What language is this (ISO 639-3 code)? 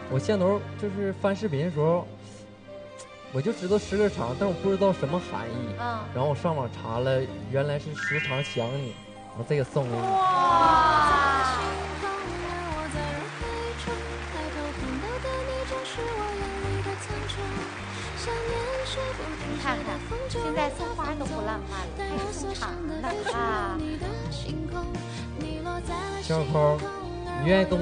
zho